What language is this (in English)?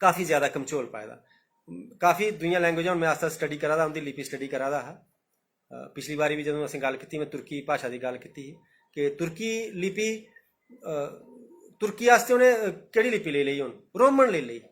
Dogri